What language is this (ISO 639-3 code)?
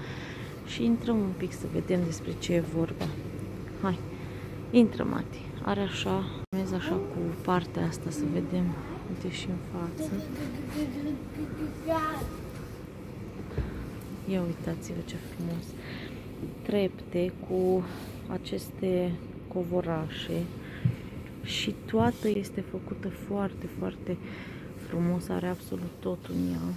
ron